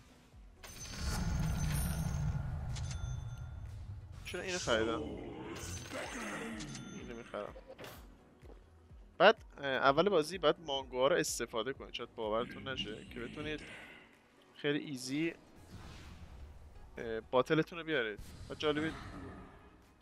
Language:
Persian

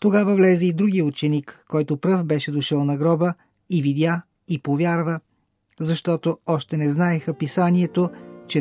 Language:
Bulgarian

